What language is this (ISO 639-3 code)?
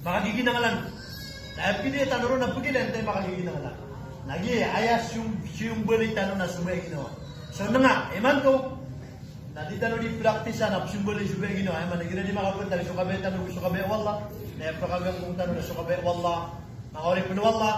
mrw